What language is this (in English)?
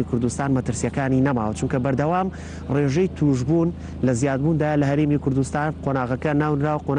Central Kurdish